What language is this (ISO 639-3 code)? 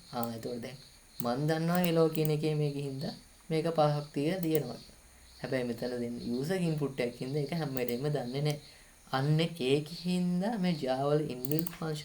sin